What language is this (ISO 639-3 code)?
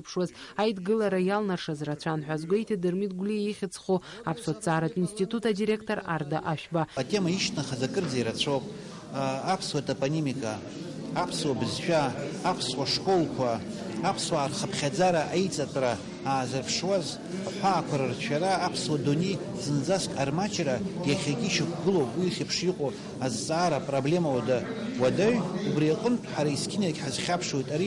abk